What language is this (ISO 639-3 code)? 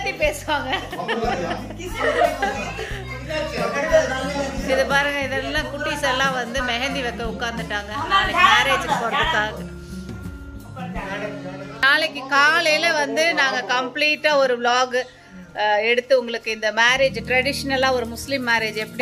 tam